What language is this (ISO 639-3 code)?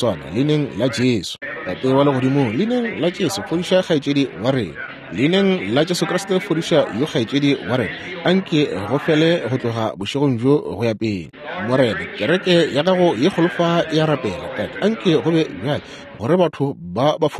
nso